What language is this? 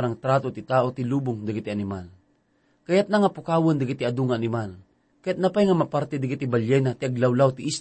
Iloko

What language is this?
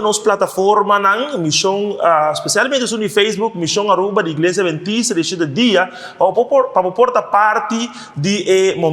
Papiamento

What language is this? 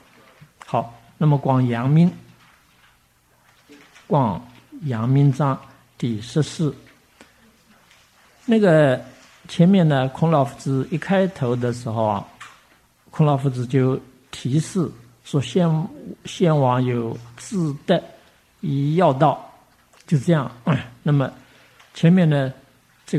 Chinese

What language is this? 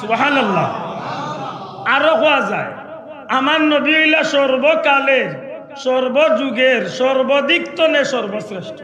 Sylheti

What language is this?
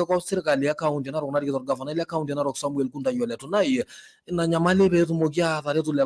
Masai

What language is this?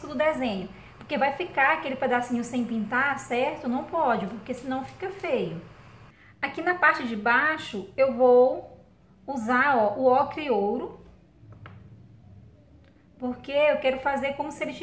Portuguese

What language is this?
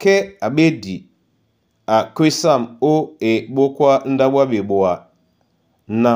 Duala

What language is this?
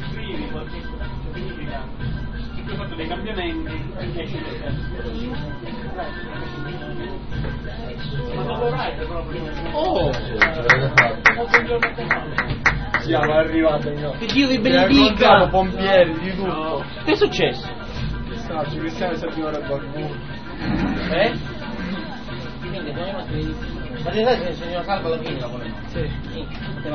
Italian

